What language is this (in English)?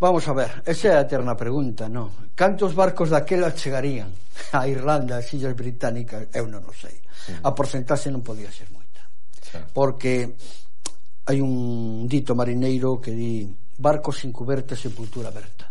Galician